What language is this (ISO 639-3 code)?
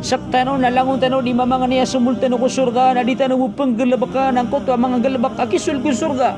mrw